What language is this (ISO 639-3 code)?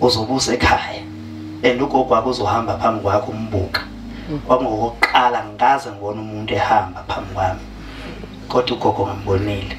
zul